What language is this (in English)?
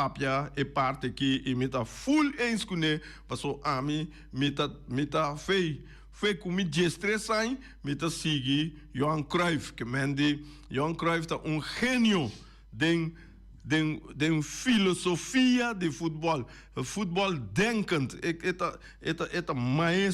Papiamento